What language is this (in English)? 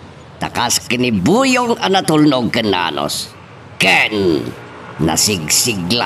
Iloko